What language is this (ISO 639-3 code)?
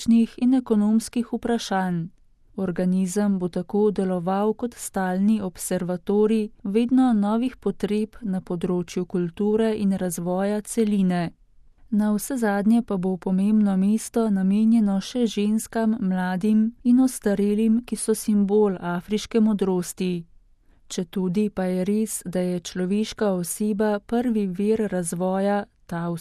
slv